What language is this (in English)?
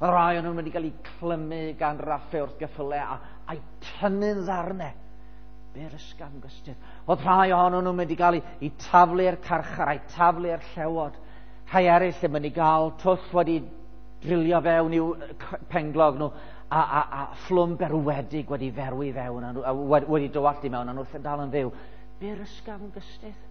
Welsh